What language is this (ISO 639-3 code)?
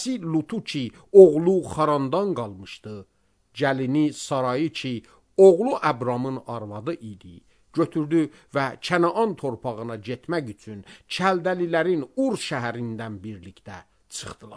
aze